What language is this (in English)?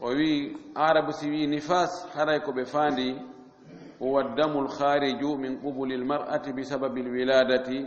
Fula